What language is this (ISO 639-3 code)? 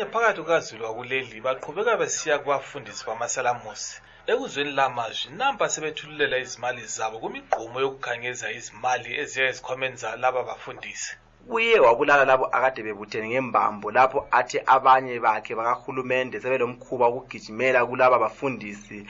nde